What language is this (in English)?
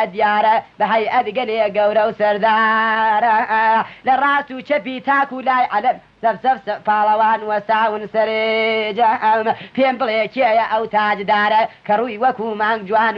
Central Kurdish